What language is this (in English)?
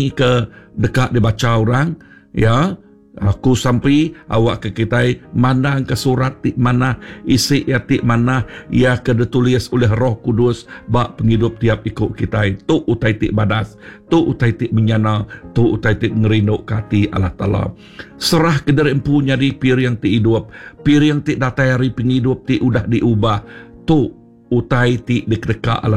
Iban